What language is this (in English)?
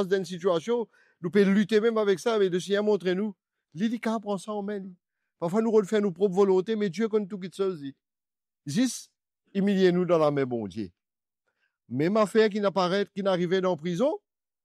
Morisyen